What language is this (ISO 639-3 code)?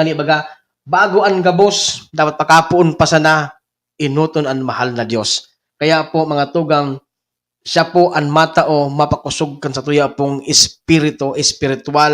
bik